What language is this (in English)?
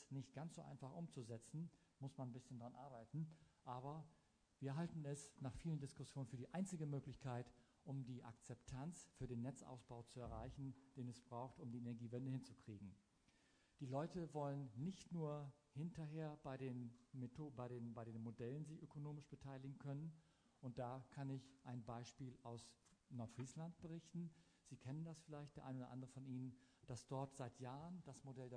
German